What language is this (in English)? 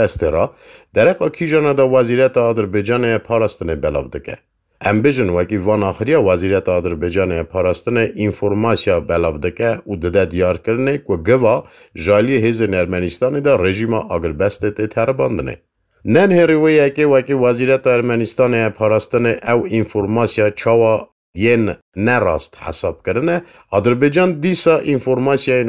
Kurdish